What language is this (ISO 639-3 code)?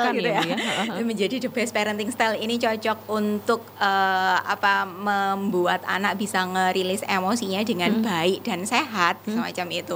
ind